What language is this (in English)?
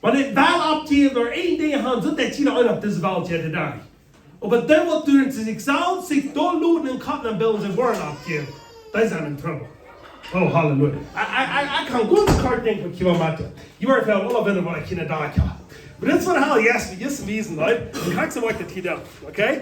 Plautdietsch